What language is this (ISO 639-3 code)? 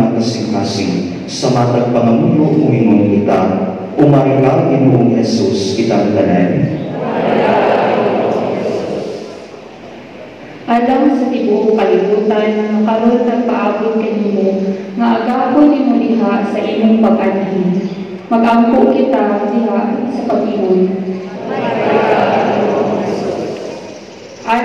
ceb